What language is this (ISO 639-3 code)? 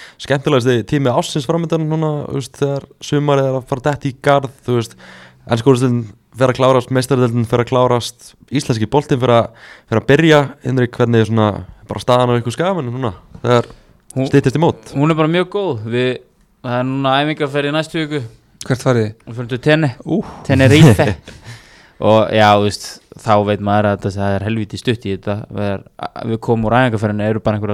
isl